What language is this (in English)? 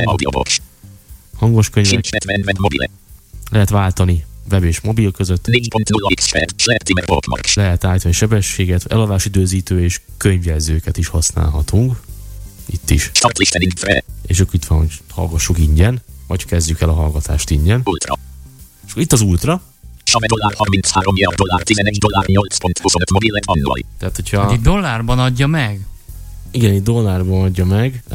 Hungarian